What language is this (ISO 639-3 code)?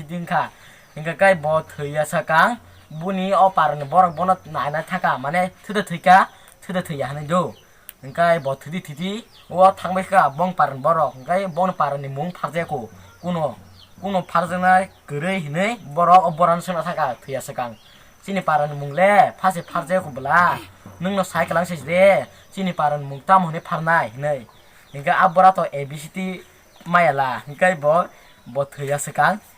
trp